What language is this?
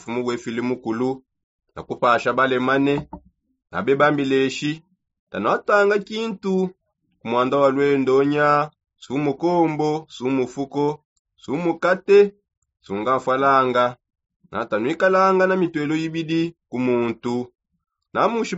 Songe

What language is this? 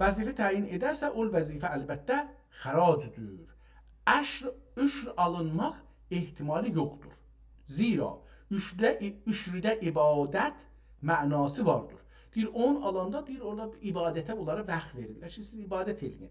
South Azerbaijani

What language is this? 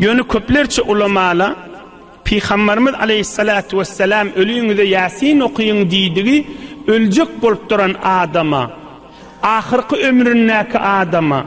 Turkmen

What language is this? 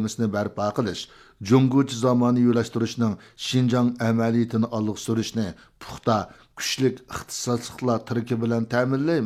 Uyghur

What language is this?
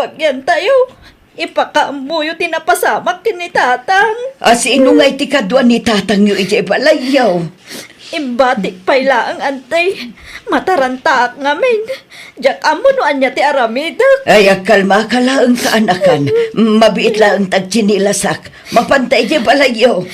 Iloko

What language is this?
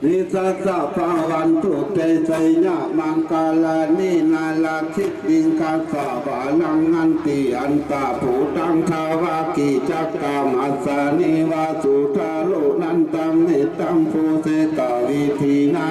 Pali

